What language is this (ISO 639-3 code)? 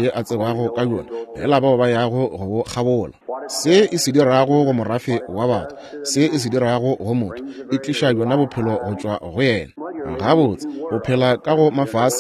nso